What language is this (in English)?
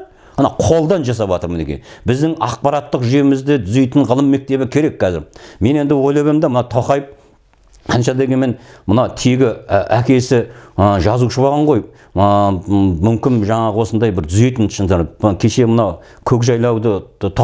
Kazakh